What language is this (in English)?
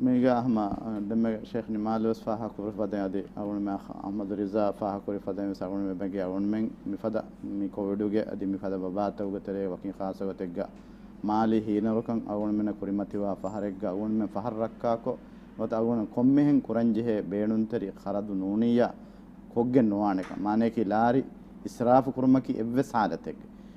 Divehi